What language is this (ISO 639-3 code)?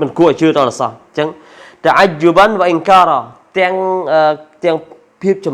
khm